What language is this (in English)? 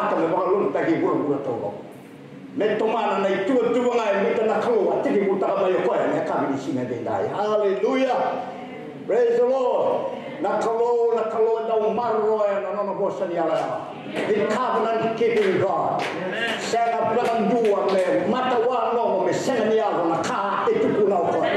Fijian